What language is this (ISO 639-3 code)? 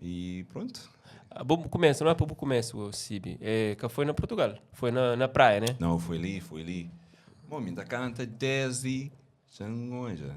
kea